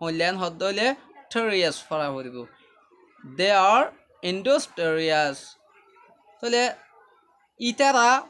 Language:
Rohingya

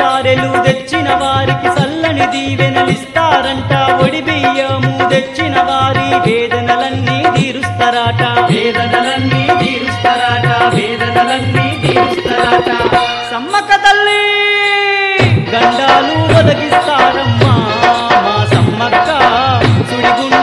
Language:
Telugu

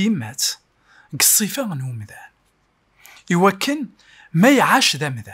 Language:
Kabyle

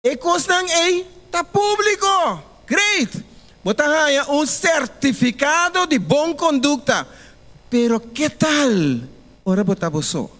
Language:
Papiamento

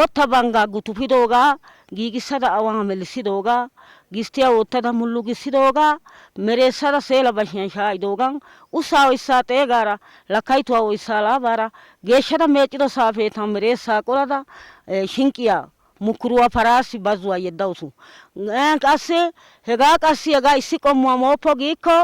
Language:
Wolaytta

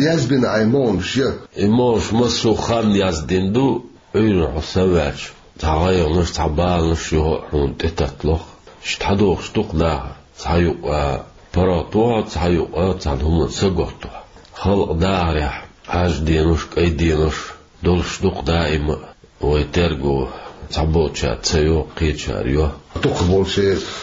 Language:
Chechen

